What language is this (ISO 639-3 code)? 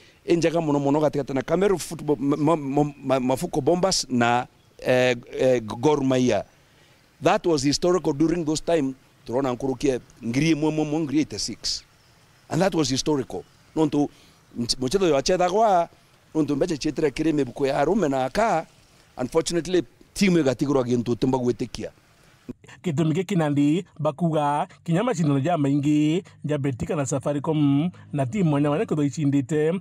mer